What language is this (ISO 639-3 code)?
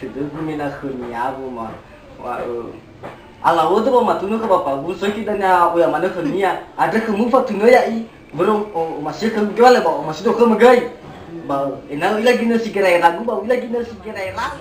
nia